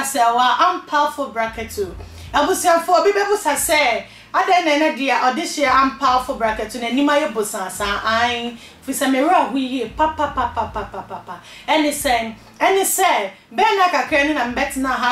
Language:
Akan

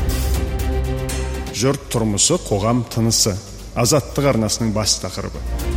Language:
Kazakh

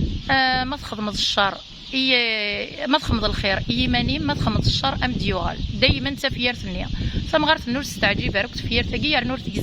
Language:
Kabyle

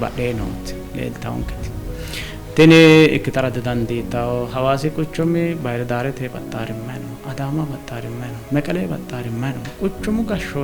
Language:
Sidamo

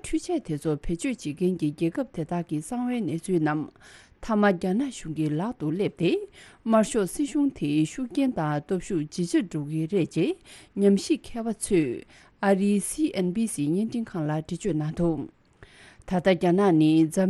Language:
Tibetan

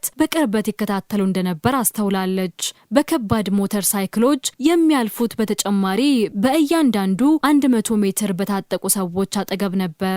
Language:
Amharic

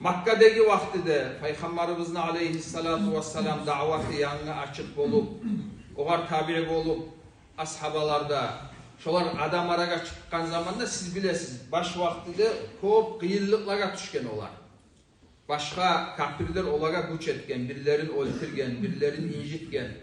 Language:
Kumyk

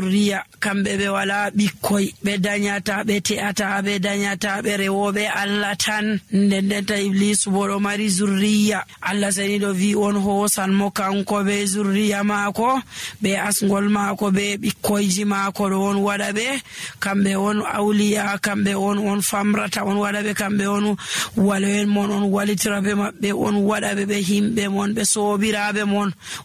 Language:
Nigerian Fulfulde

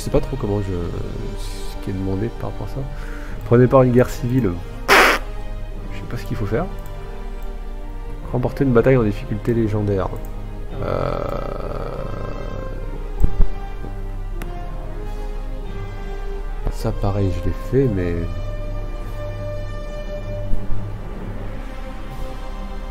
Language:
French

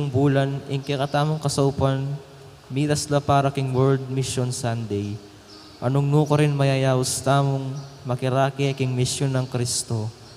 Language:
Pampanga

